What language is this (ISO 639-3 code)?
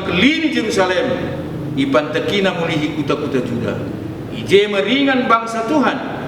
btx